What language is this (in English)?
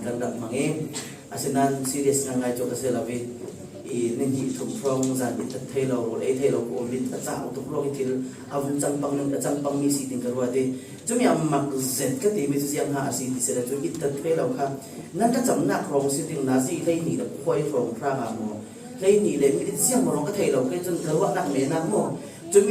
Falam Chin